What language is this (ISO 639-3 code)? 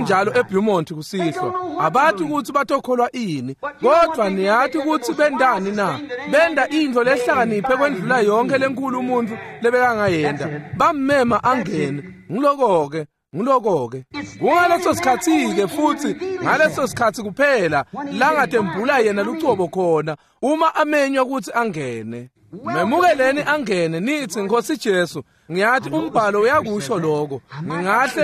ssw